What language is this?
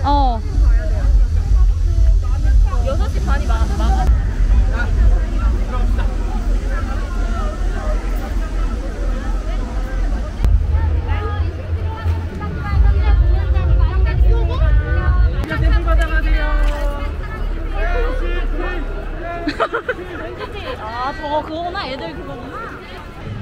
Korean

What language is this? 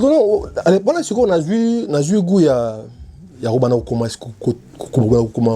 Lingala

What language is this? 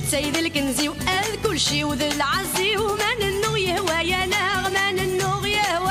Kabyle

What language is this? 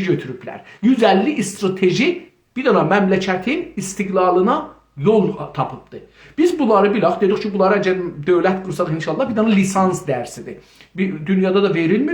South Azerbaijani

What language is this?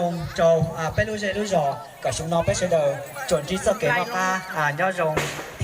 Hmong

